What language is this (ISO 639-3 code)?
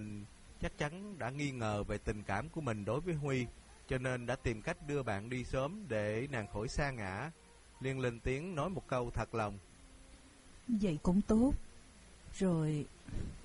vie